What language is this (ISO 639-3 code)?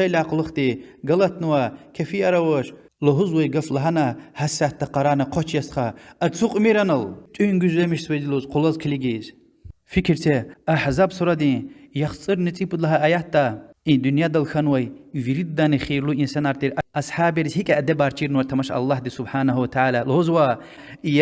lez